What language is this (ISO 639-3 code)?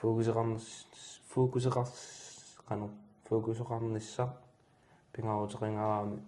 kal